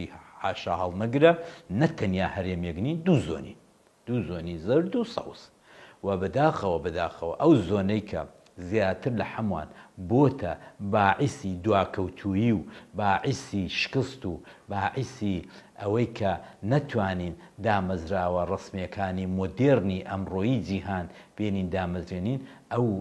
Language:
Central Kurdish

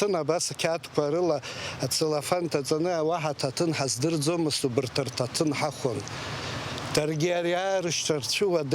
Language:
Abkhazian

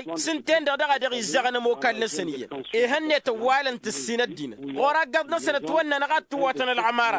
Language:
Tamasheq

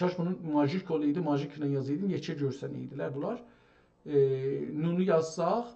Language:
South Azerbaijani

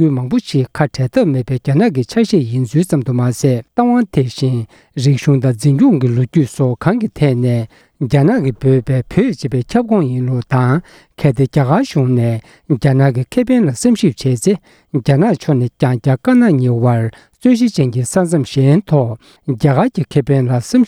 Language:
Tibetan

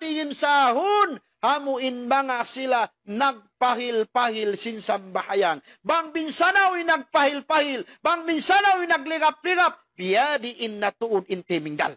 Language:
Tausug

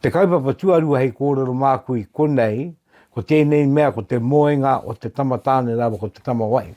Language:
Māori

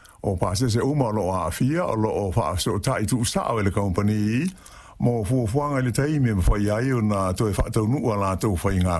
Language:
Samoan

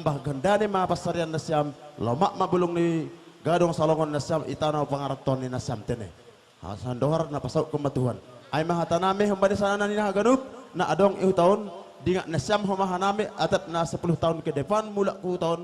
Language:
Batak Simalungun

